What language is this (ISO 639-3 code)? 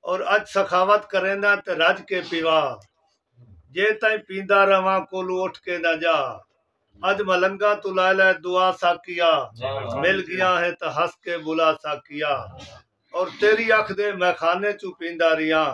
skr